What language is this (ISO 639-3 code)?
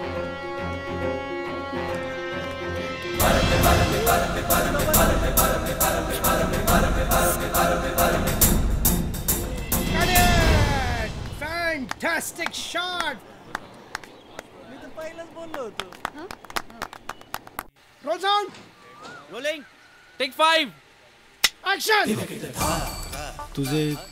mar